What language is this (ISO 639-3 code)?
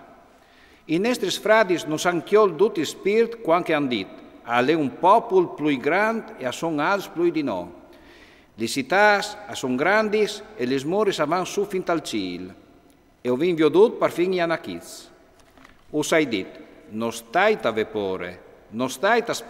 fur